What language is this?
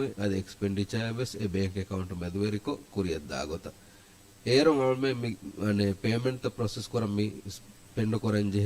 Divehi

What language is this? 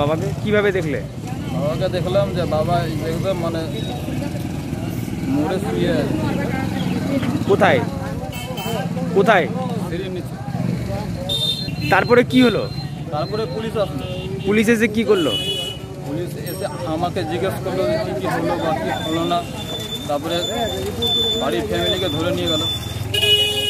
Bangla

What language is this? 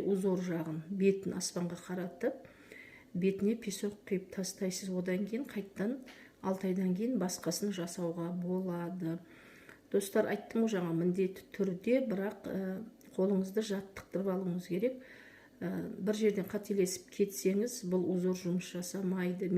Kazakh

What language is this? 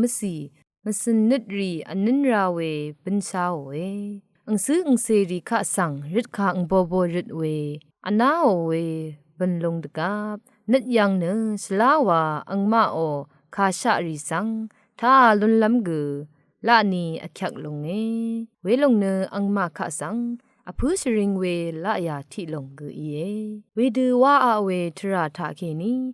Rawang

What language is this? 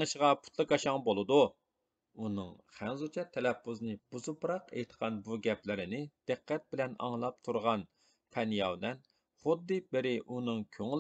Uyghur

